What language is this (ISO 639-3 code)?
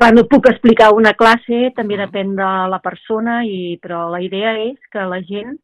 cat